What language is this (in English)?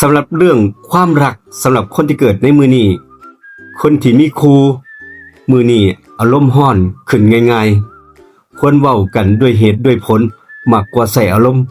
Northeastern Thai